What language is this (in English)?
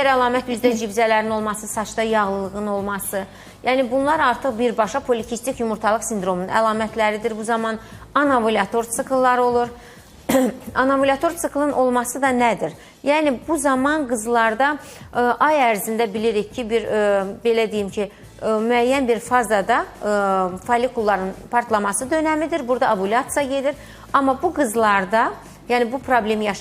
Azerbaijani